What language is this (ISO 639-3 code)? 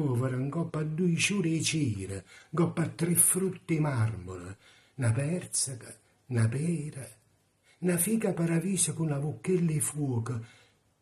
nap